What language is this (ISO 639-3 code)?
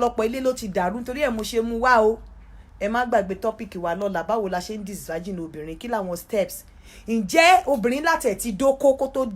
yor